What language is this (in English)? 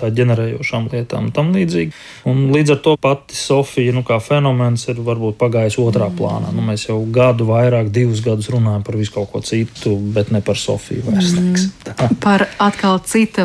Latvian